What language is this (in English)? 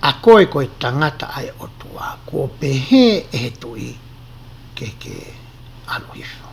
Tongan